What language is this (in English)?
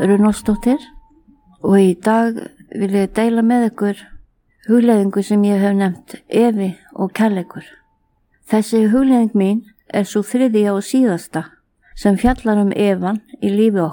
Icelandic